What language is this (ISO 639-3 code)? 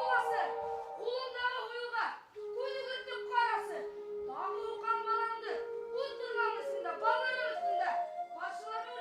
bak